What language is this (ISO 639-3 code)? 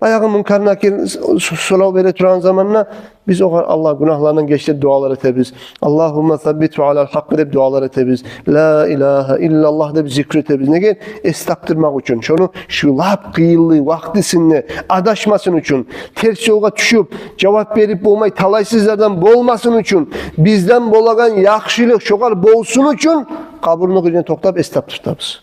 kum